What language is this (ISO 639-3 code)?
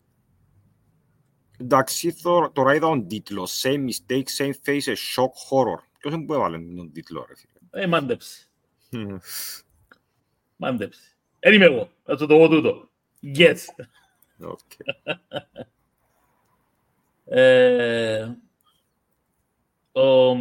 ell